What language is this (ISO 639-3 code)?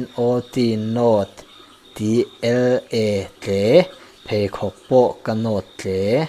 lus